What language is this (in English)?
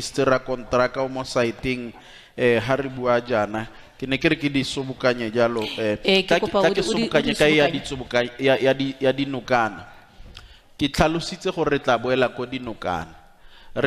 Tswana